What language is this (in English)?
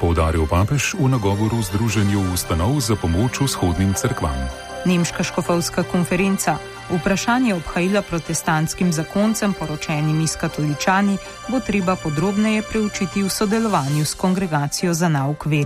Slovenian